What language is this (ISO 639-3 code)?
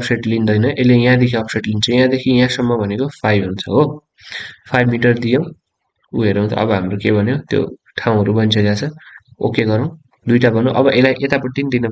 nep